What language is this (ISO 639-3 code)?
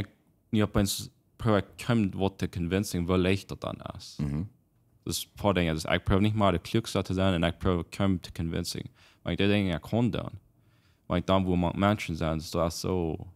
pdt